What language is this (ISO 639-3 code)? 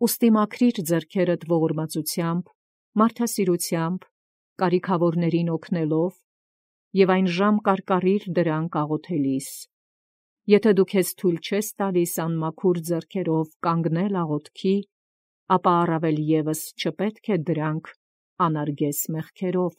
hye